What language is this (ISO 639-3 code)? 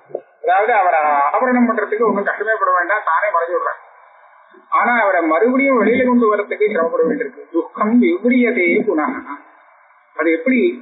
tam